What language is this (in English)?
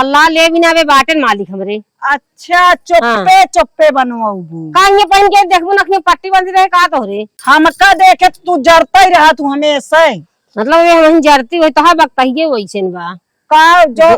Awadhi